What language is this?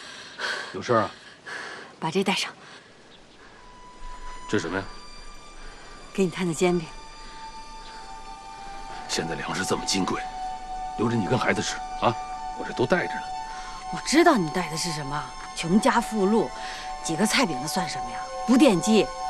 Chinese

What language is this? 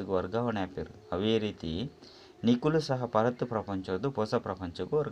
Tulu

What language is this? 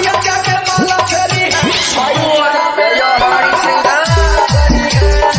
Bhojpuri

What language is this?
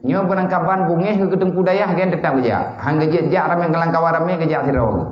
Achinese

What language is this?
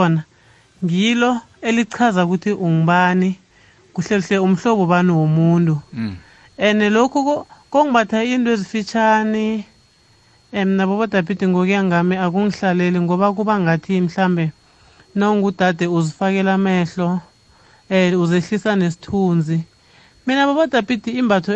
South Ndebele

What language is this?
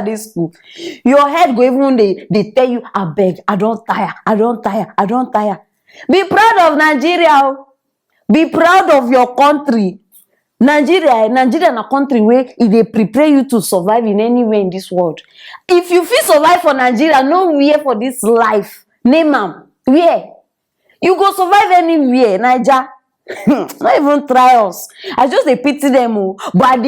Nigerian Pidgin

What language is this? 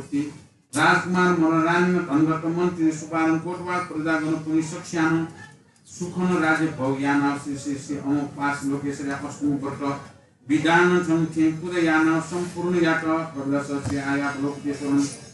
Newari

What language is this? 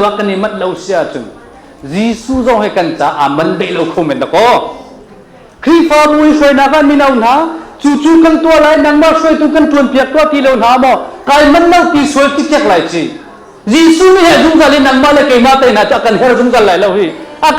Hakha Chin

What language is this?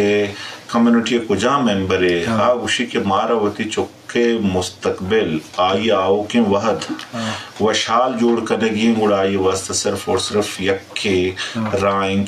Eastern Balochi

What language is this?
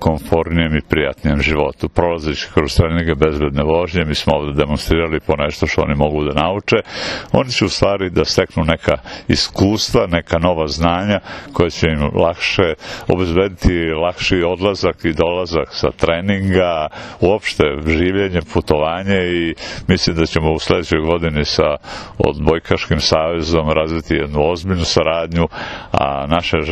Serbian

